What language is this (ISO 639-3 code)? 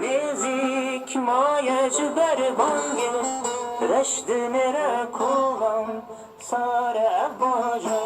zza